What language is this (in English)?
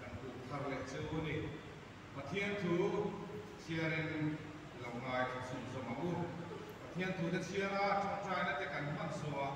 Mizo